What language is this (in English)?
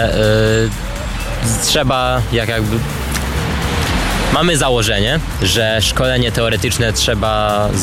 Polish